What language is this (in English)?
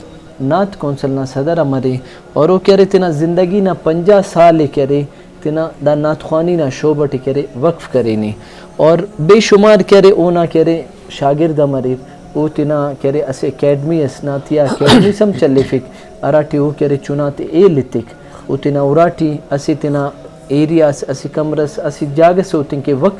Brahui